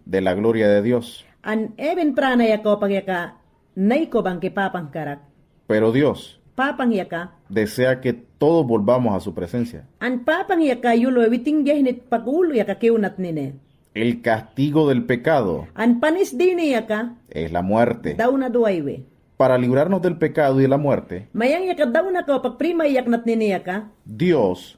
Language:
Mayangna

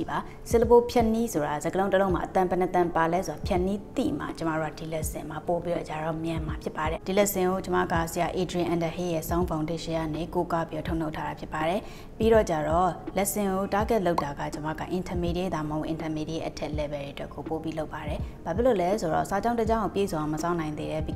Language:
Burmese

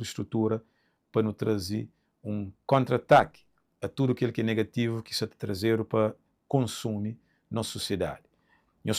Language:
Kabuverdianu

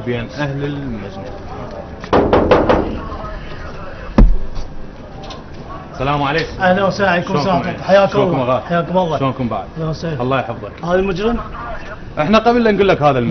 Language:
Mesopotamian Arabic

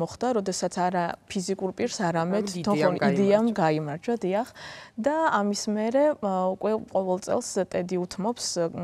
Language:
Georgian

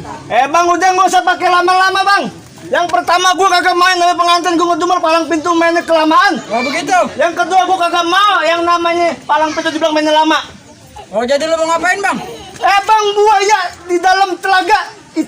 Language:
Betawi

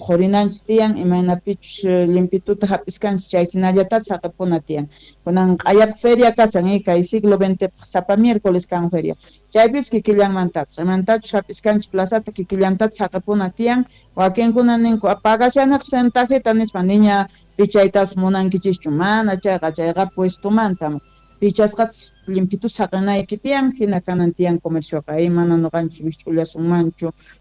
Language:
Quechua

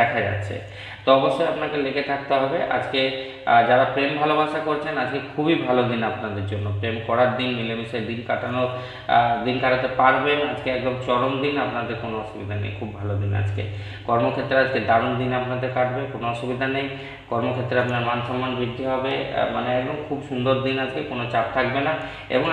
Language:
Bangla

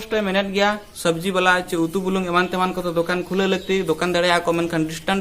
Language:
Santali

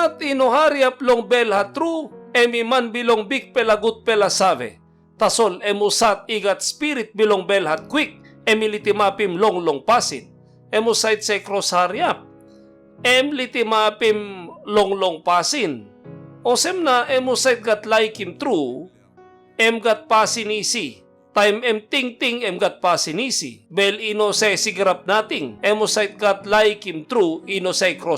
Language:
Tok Pisin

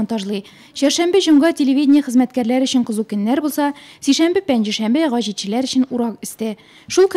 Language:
Tatar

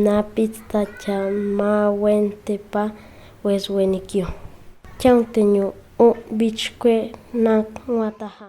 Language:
Páez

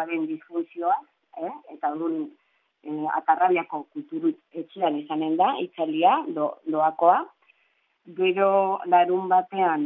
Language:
Basque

